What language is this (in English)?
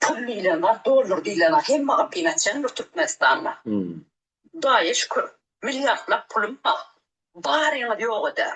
Turkmen